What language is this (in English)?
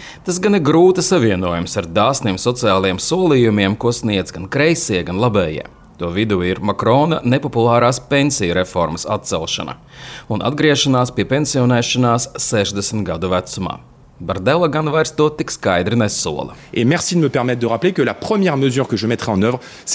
Latvian